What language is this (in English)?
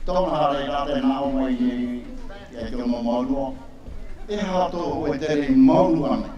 Tahitian